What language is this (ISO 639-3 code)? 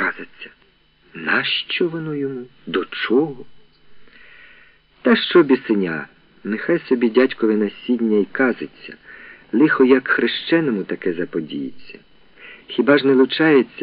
ukr